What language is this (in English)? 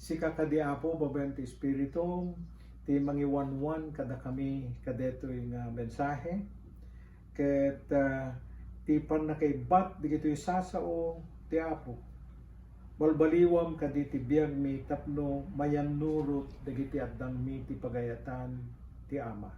Iloko